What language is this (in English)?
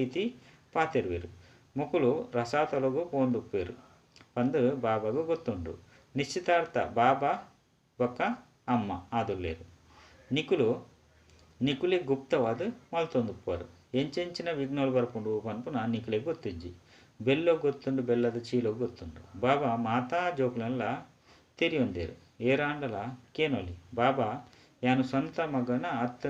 Tulu